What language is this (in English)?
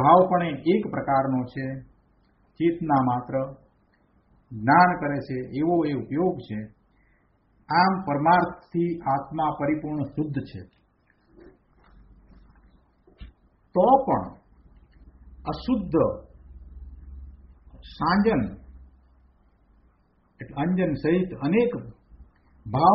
Gujarati